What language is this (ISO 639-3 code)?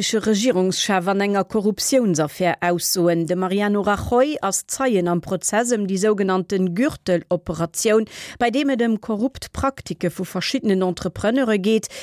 ltz